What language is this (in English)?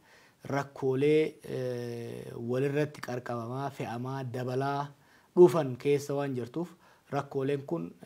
Oromo